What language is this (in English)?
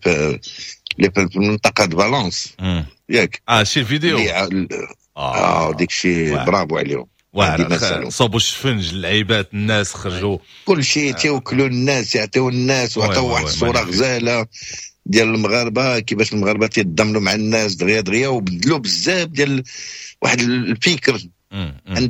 Moroccan Arabic